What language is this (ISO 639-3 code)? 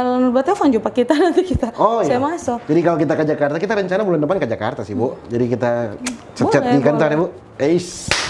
xmm